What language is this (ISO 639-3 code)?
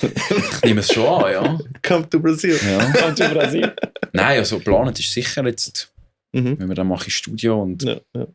gsw